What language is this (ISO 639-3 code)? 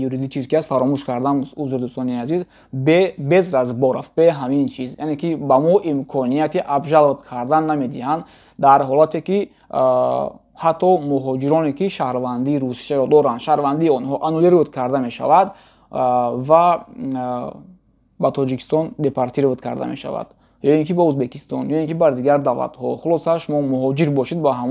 tgk